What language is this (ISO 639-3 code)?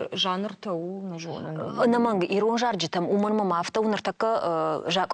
oss